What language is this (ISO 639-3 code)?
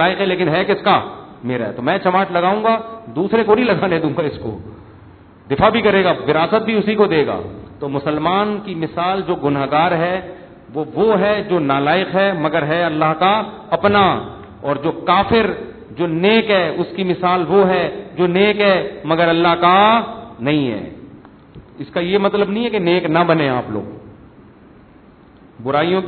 urd